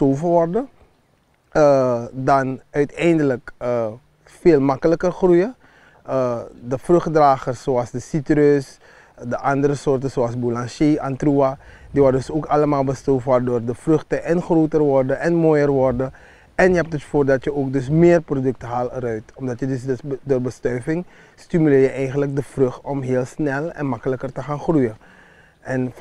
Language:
Dutch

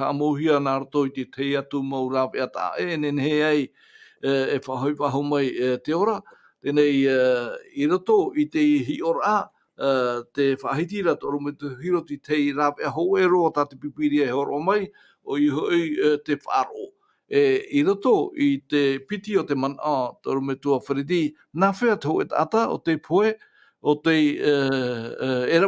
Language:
Tahitian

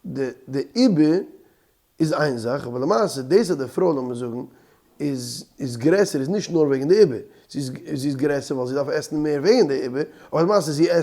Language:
Yiddish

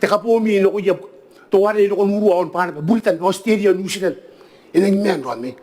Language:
Gilbertese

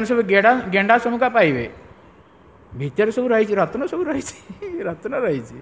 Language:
Odia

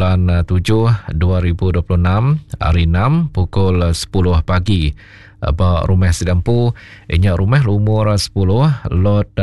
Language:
Iban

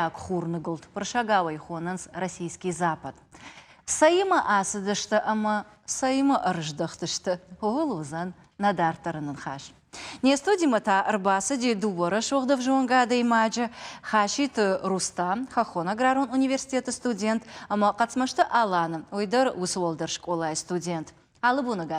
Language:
Ossetic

